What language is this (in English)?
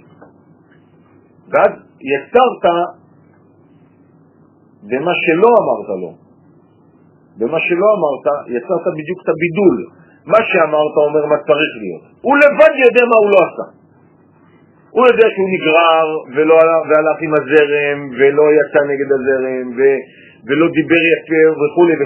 Hebrew